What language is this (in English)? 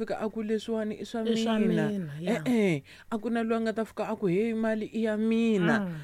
Tsonga